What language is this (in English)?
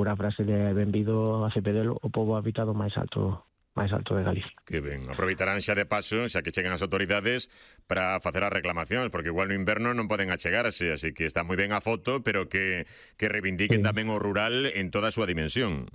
Galician